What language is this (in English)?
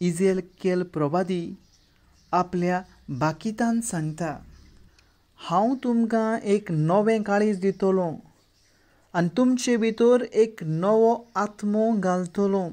Konkani